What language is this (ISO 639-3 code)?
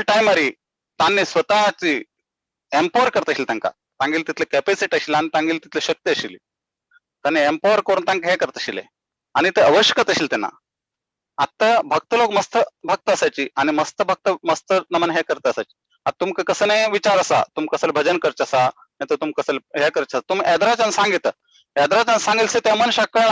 kok